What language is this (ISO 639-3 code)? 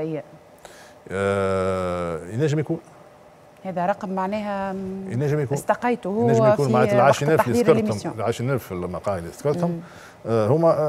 aeb